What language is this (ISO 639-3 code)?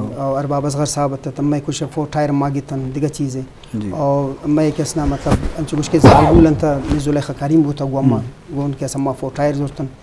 bgp